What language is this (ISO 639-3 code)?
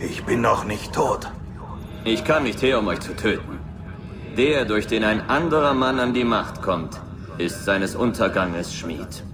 bar